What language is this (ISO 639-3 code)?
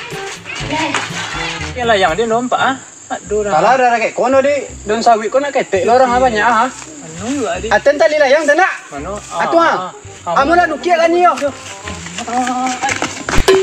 msa